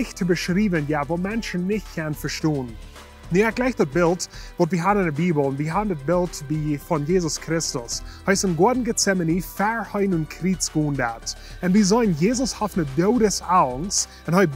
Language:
Plautdietsch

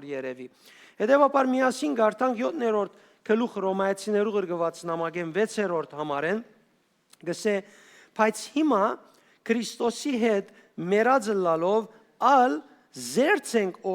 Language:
Western Armenian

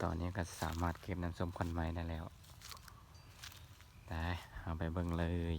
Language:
Lao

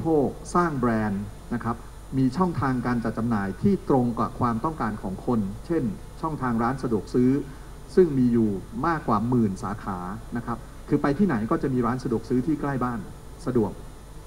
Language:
Thai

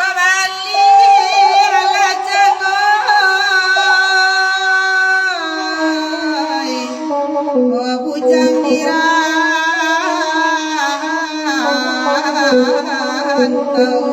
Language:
Minangkabau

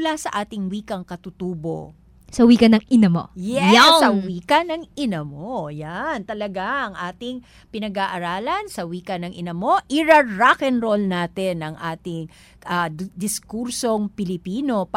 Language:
Filipino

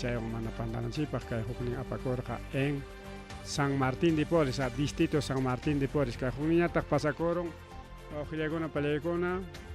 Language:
Ayacucho Quechua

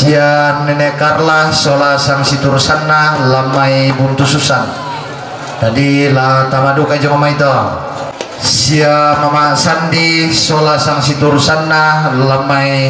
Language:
Toraja-Sa'dan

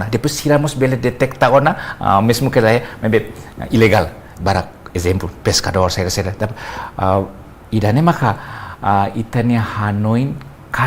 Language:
Tetum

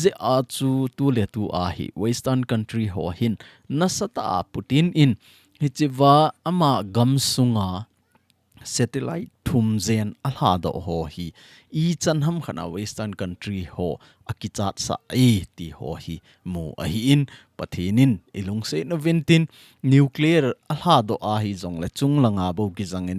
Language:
Thado Chin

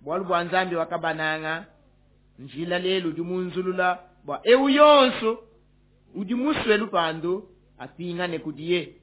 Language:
Luba-Lulua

